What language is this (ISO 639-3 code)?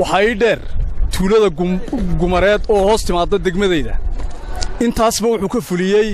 som